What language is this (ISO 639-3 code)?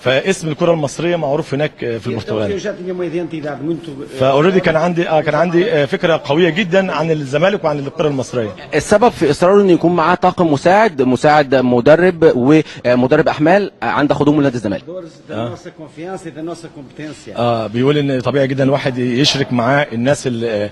arz